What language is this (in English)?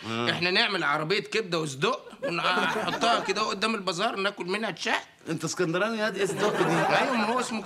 Egyptian Arabic